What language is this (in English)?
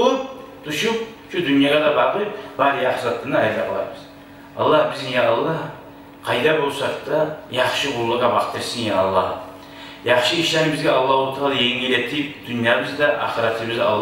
Kumyk